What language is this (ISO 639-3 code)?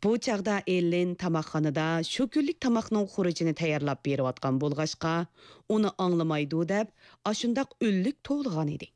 uig